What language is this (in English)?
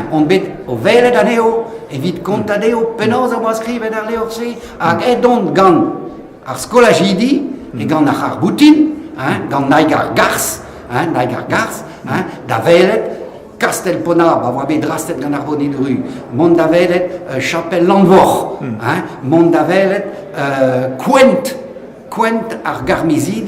Breton